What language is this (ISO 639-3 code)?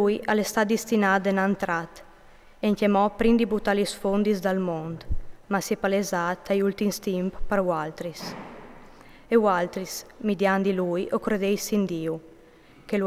fur